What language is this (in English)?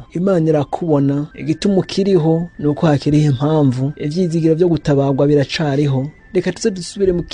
Rundi